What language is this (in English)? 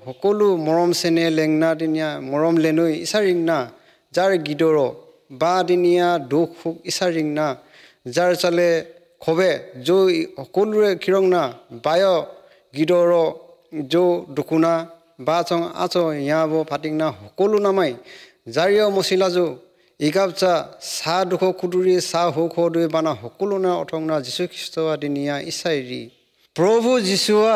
Assamese